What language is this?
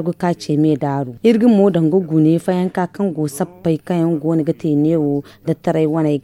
Zarma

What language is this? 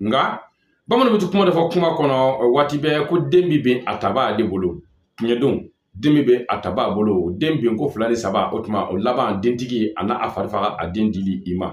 Bambara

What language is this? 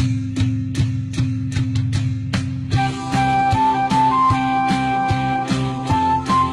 Rawang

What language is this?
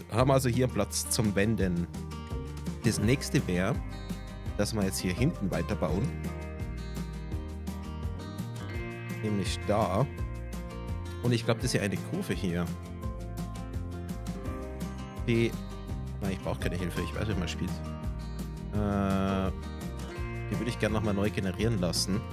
German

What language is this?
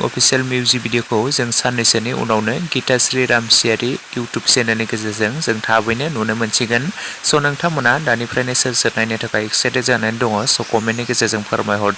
Bodo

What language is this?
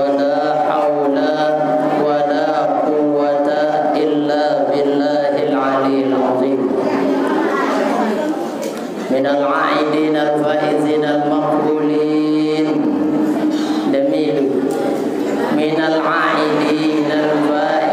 Sasak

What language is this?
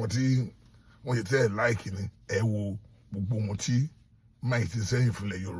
Yoruba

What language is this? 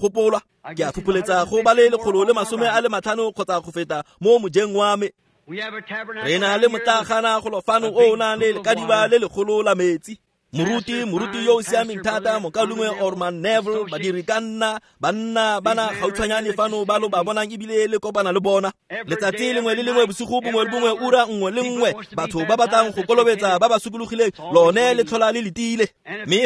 Tswana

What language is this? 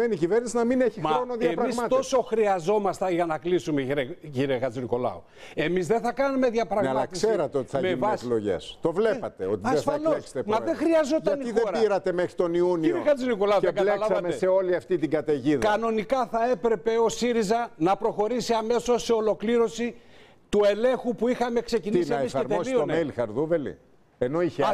Greek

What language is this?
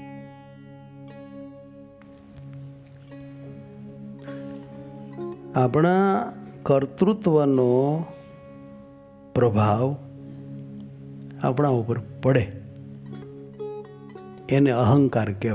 Gujarati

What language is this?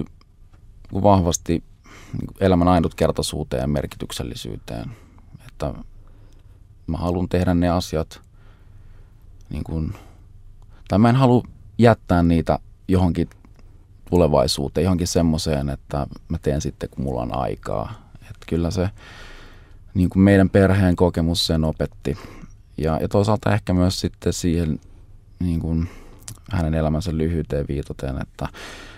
Finnish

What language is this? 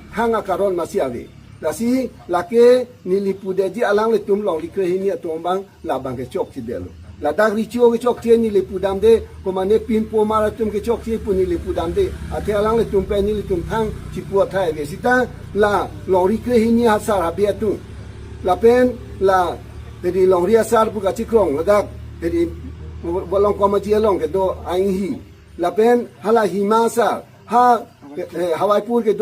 Karbi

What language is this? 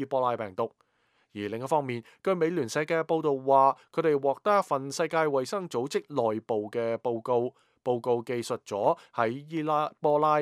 Cantonese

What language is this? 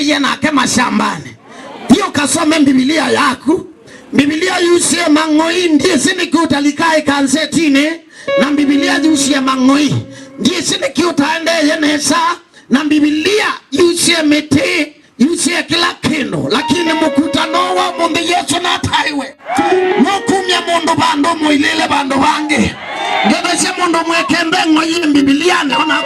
Kamba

